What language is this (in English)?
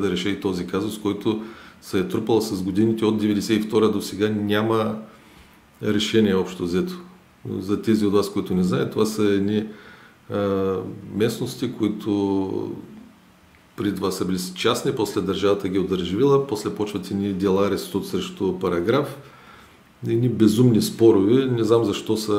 Bulgarian